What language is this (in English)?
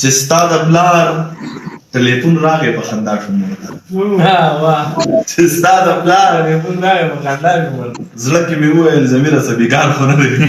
Pashto